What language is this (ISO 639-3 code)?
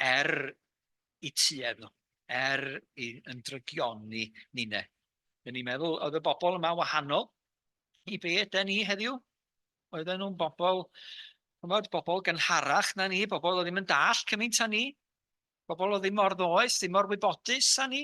cym